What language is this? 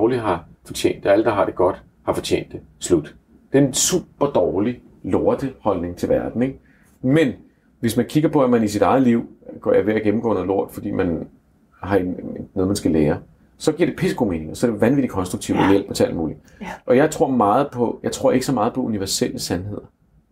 Danish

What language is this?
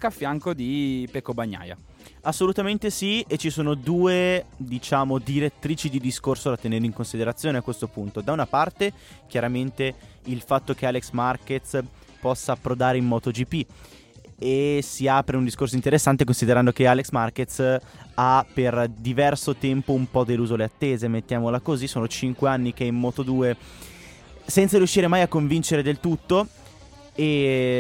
Italian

